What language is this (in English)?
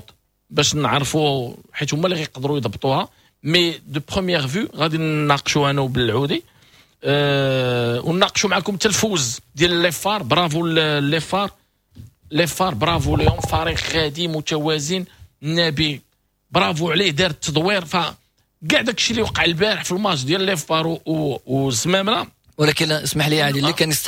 Moroccan Arabic